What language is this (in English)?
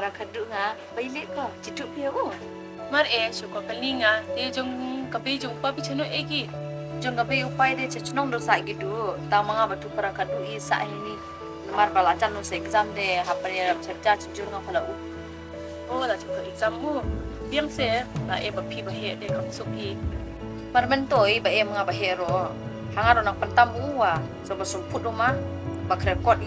Khasi